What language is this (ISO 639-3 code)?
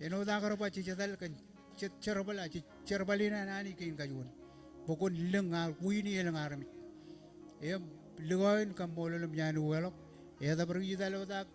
mah